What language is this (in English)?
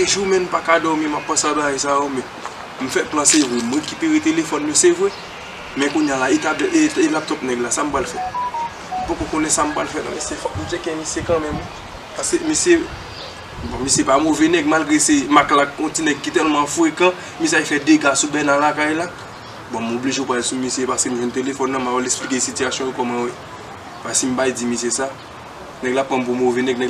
Haitian Creole